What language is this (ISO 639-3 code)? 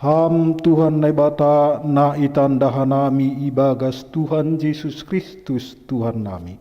bts